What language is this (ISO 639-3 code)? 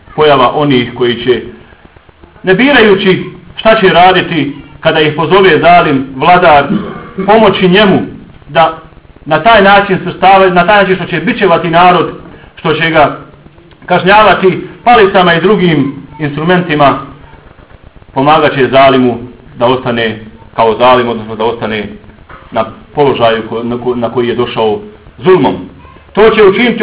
bos